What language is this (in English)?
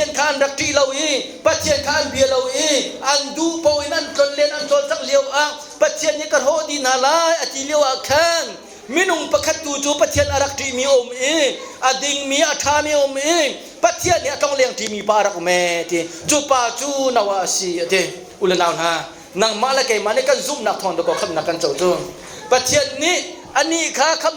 Hakha Chin